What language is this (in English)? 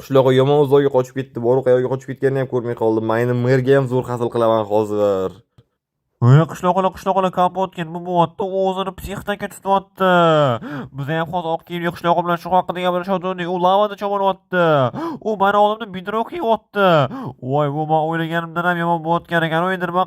Uzbek